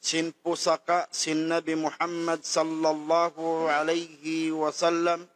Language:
Tausug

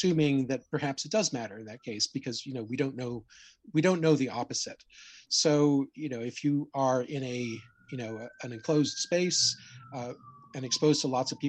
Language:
English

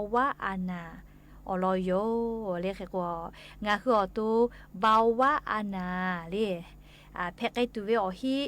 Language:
Lahu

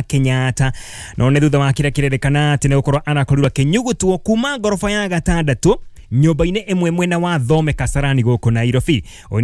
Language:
Kikuyu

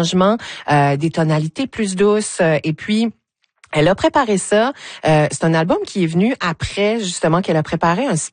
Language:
French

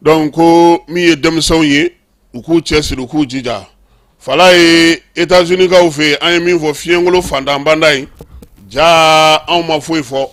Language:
Bambara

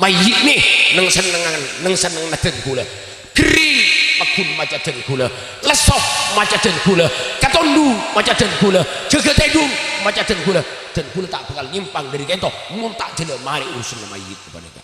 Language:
Madurese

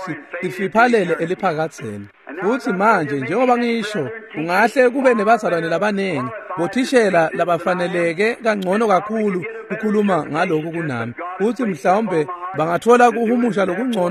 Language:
Swati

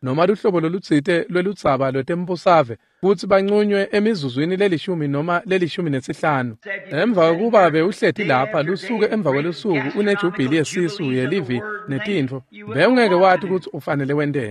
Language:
Swati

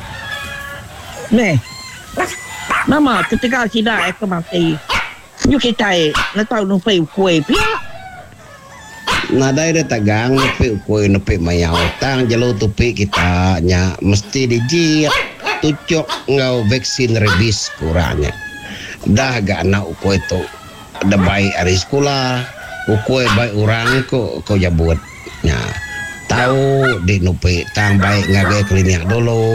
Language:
Iban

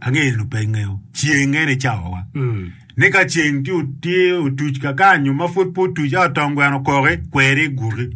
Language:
Acoli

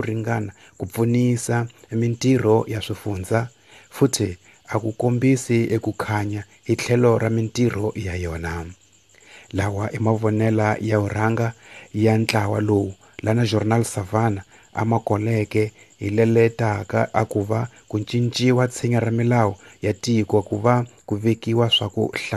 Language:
Tsonga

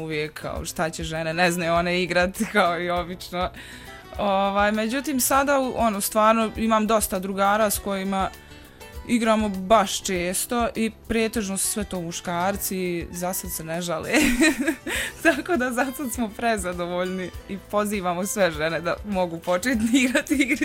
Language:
Bosnian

